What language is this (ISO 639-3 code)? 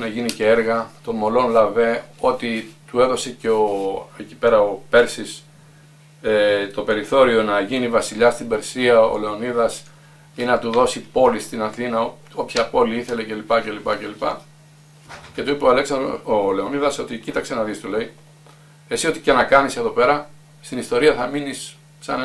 ell